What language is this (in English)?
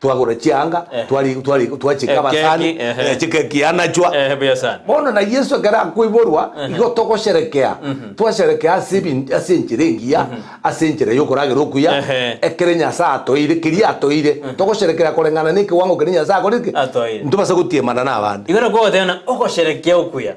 Gusii